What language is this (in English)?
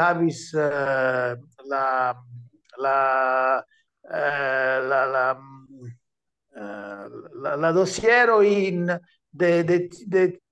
Esperanto